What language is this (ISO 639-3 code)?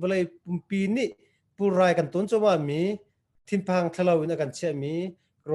cnh